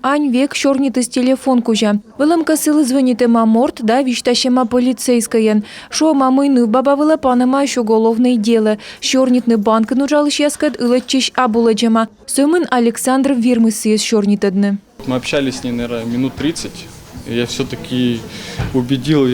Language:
Komi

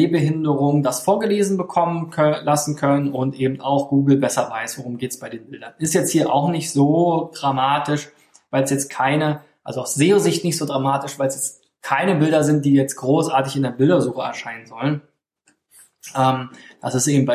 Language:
German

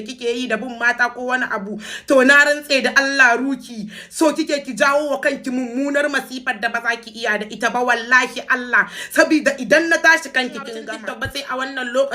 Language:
Hausa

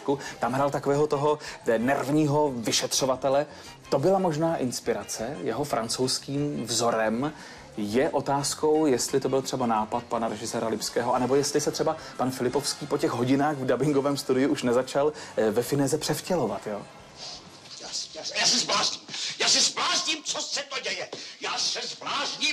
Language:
Czech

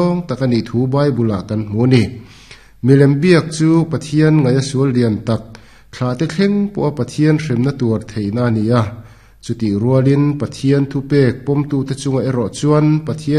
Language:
Mizo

